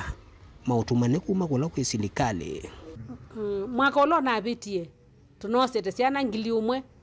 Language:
Kamba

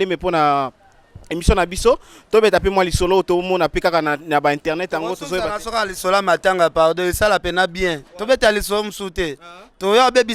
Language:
Lingala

